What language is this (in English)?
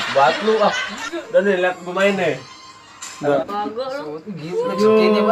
Betawi